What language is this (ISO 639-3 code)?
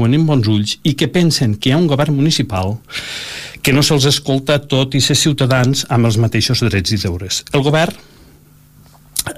cat